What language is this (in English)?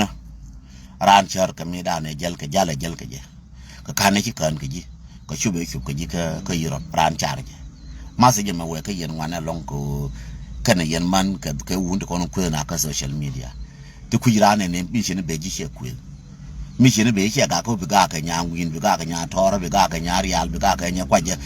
Nuer